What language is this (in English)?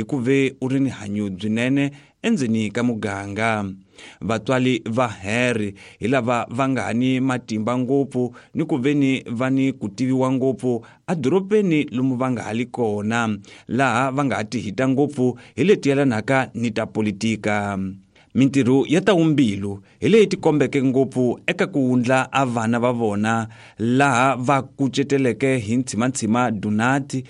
Tsonga